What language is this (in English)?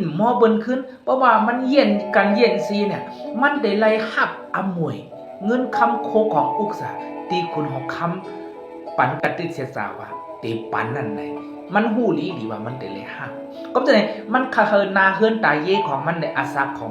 Shan